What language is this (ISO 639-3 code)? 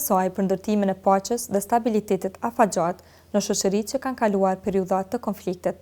sqi